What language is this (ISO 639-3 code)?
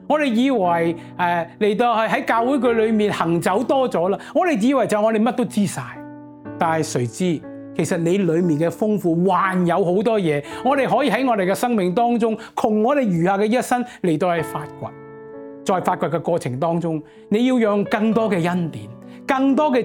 yue